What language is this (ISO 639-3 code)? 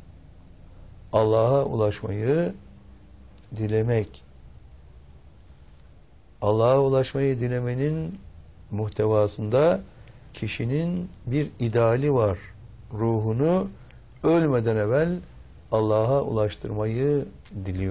tur